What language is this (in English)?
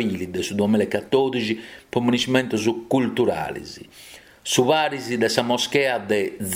Sardinian